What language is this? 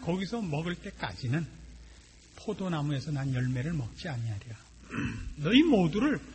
Korean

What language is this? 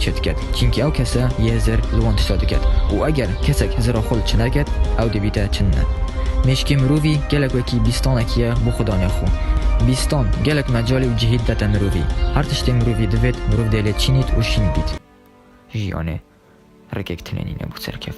Kurdish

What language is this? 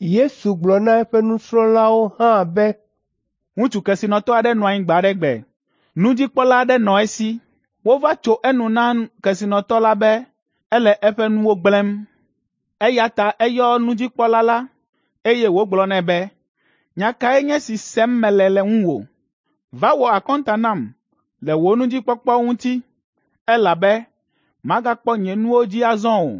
Ewe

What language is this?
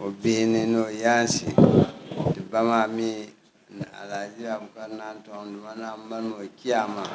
Dagbani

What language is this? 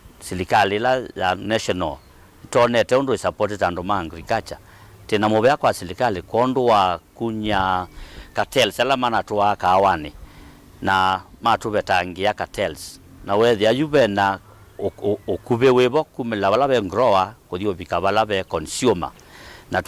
Kamba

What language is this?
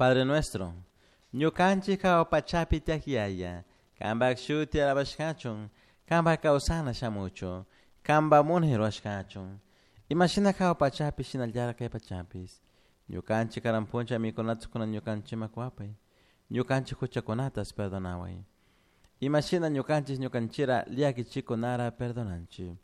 Chimborazo Highland Quichua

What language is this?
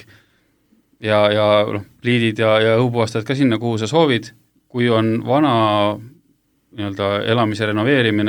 Estonian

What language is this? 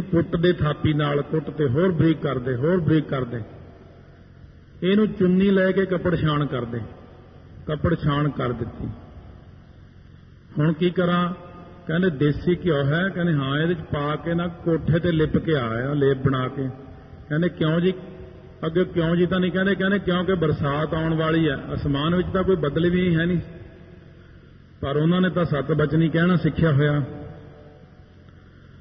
Punjabi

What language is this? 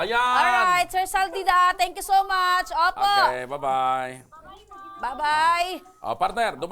Bikol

